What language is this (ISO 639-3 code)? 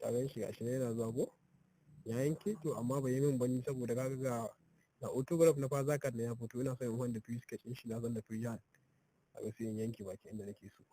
hau